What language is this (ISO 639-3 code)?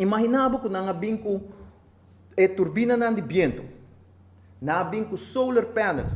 pap